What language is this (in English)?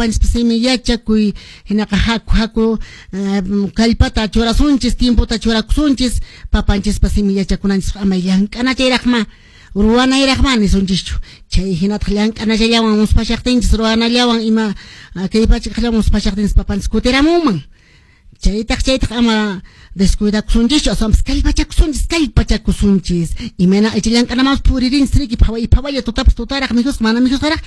Quechua